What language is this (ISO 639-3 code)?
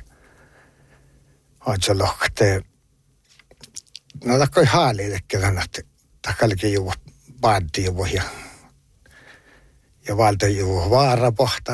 sme